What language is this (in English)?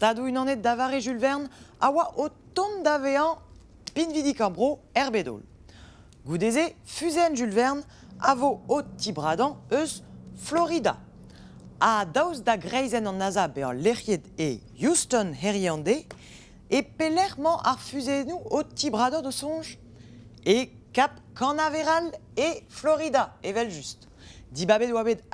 Breton